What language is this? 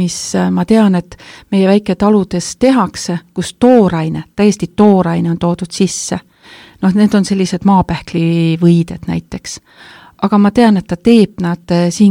Estonian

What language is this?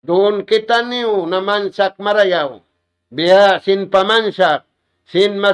Tausug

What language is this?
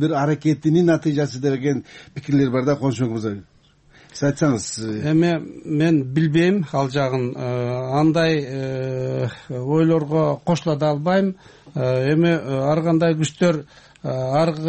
Kyrgyz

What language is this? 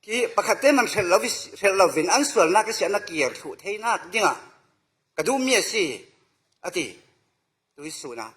Falam Chin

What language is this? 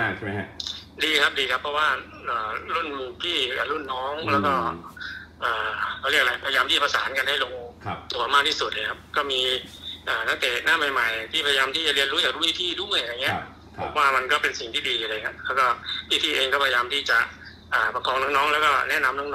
Thai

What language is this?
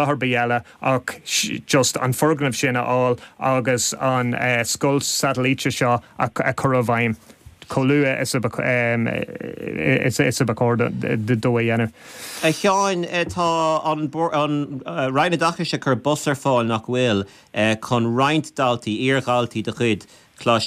Irish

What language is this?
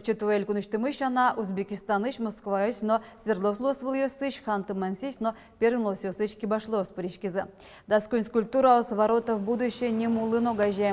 Udmurt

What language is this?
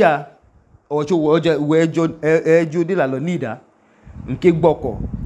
Idoma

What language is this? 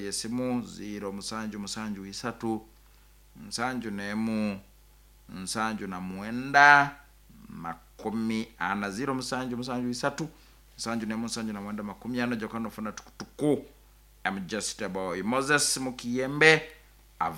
Nyoro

